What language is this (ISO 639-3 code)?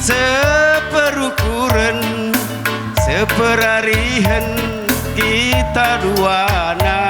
btx